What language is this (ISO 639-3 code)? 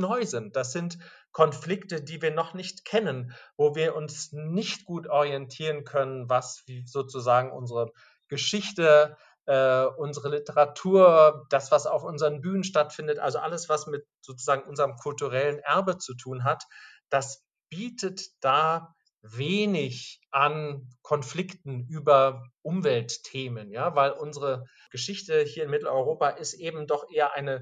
deu